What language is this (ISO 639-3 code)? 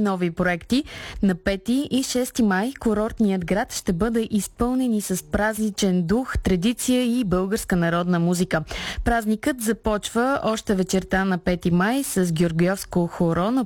bul